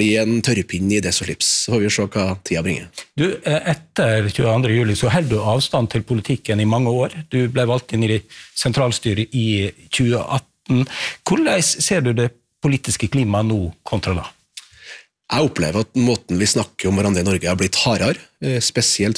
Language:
Norwegian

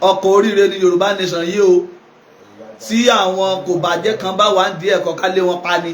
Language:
Yoruba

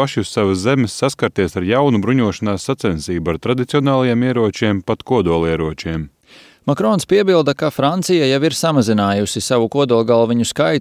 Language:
Latvian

